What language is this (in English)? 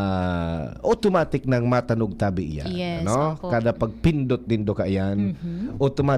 Bikol